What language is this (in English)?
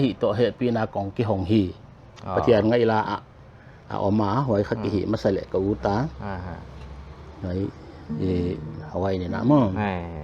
Paite Chin